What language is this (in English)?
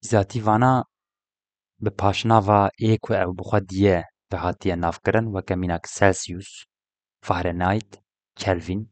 Kurdish